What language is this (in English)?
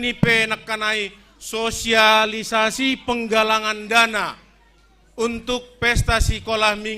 Batak Simalungun